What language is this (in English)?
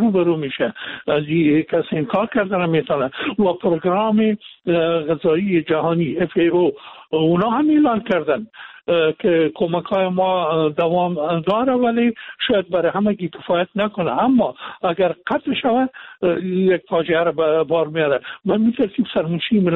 Persian